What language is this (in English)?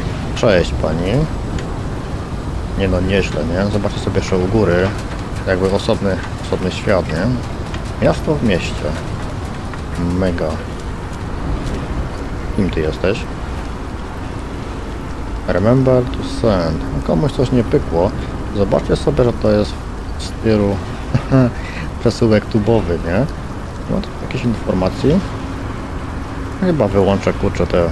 Polish